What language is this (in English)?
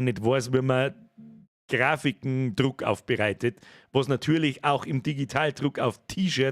Bavarian